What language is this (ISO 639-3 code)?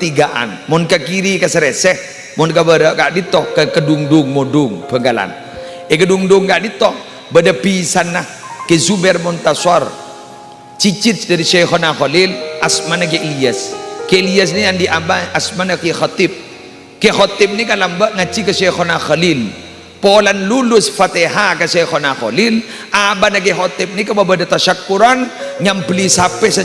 mad